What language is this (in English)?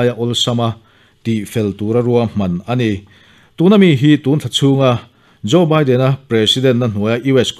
Mizo